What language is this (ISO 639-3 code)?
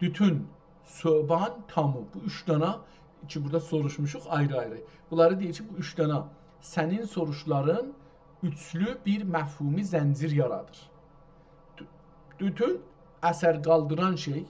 azb